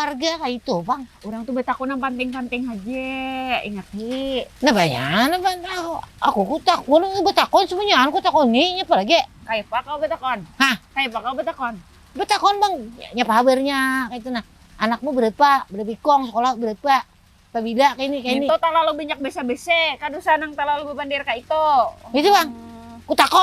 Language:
Banjar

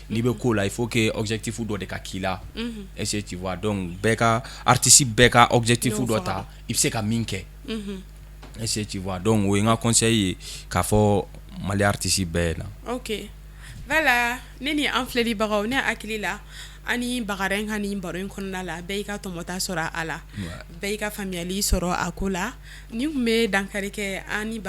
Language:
Bambara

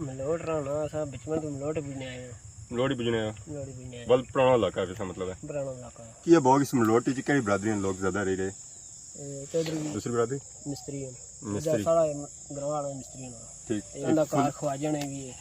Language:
Pahari-Potwari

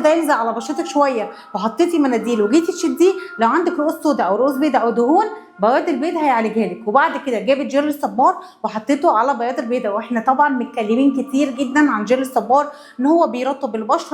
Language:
Egyptian Arabic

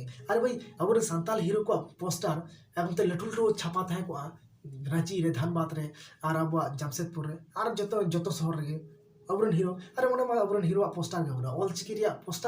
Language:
Santali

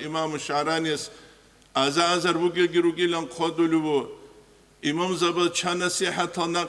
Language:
Avaric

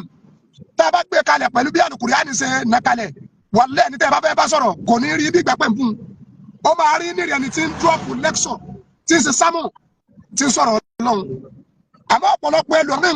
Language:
Yoruba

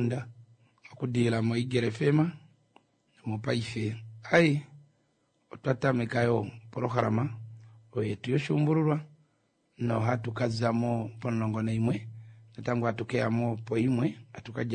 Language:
Kuanyama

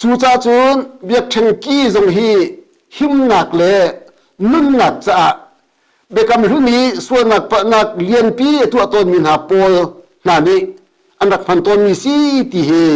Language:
Hakha Chin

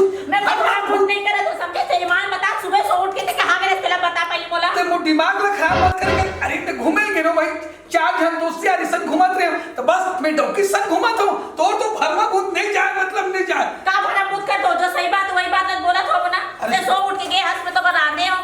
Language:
Chhattisgarhi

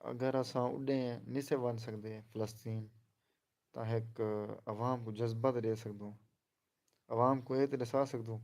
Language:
Saraiki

